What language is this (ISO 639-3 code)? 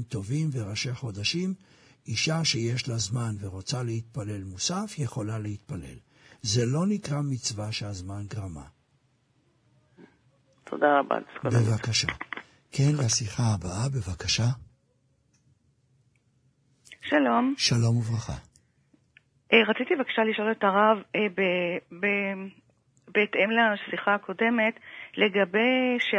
heb